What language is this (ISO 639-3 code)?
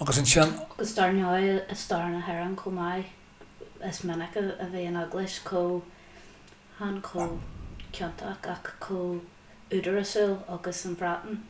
gle